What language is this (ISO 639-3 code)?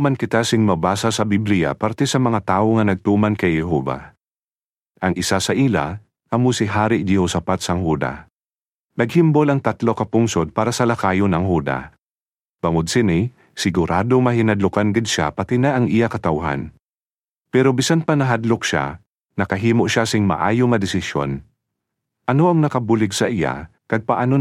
hil